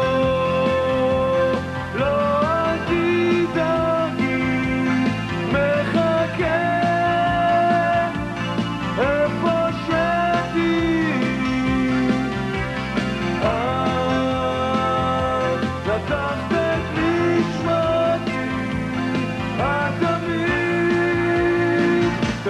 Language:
Hebrew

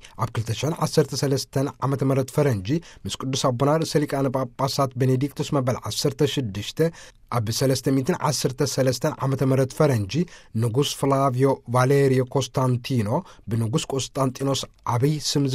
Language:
Tigrinya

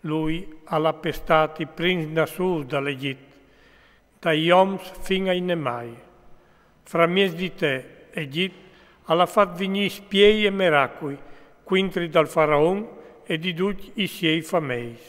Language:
Friulian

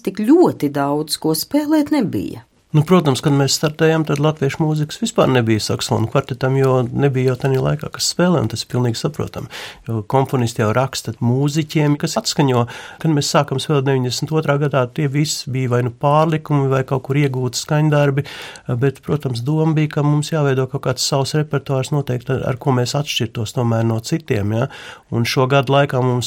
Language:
Latvian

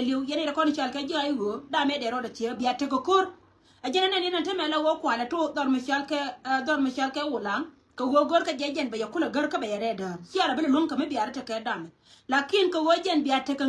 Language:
Nuer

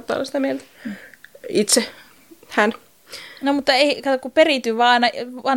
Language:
Finnish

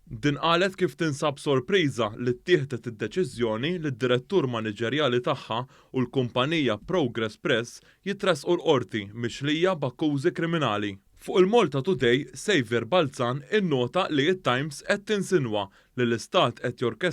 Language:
Maltese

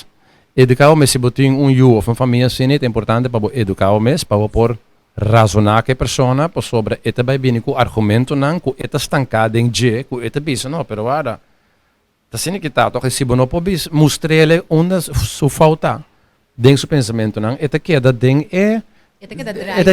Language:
Papiamento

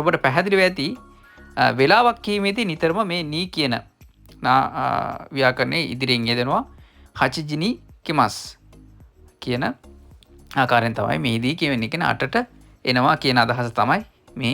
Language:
Sinhala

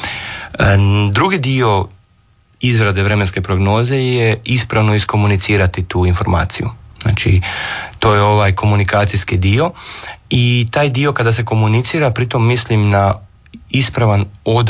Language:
Croatian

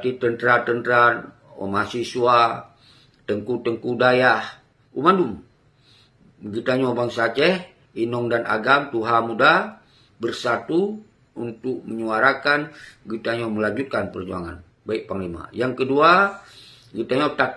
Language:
Achinese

